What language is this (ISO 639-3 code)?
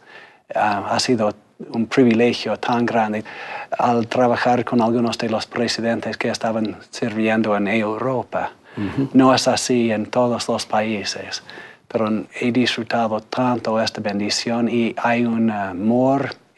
spa